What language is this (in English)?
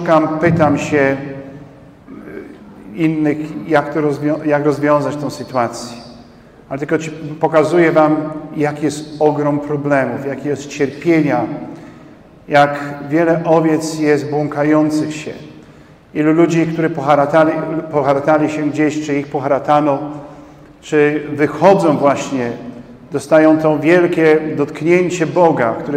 Polish